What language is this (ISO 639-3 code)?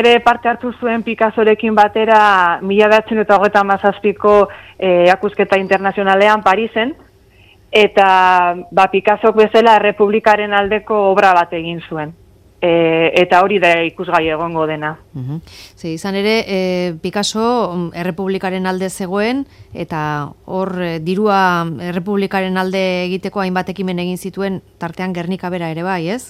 eus